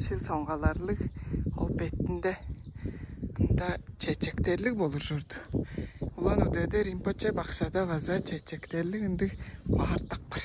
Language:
Tuvinian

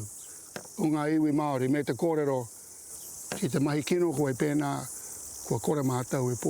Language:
Māori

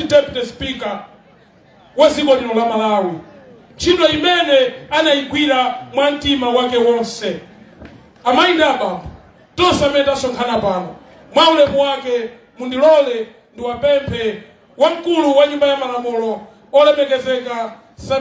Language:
Nyanja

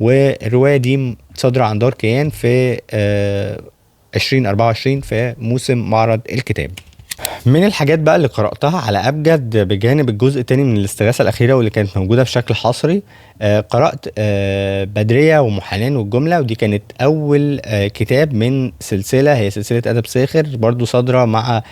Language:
Egyptian Arabic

